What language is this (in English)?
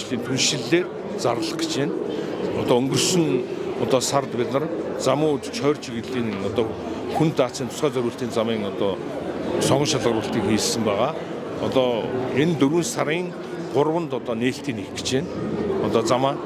Mongolian